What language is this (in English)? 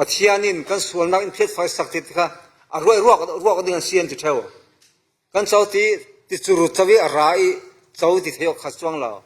Falam Chin